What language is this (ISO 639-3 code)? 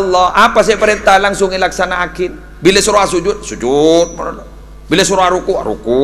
mad